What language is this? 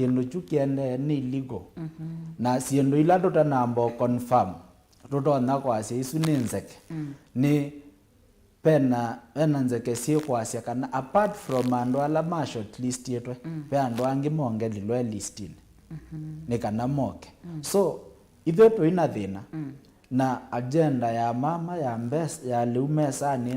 Kamba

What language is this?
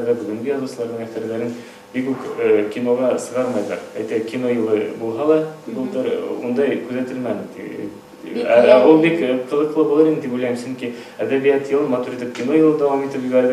Bashkir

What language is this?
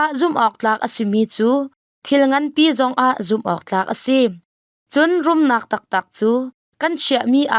Hakha Chin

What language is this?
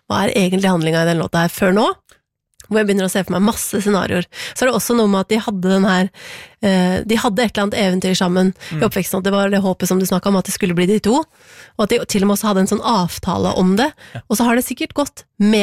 Norwegian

